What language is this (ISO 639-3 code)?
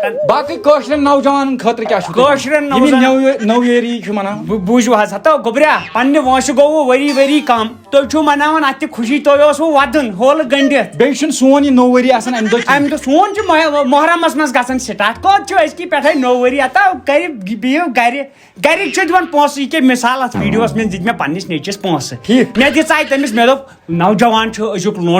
kas